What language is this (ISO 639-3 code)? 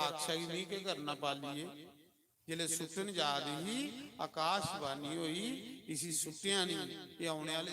doi